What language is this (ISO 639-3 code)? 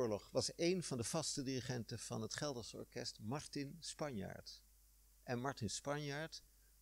nld